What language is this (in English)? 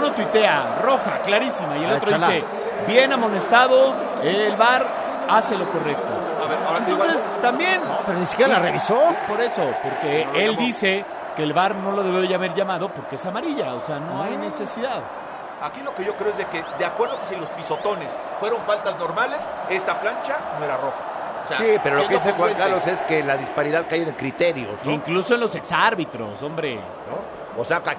Spanish